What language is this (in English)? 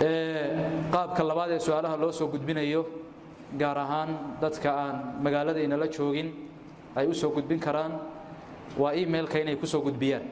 Somali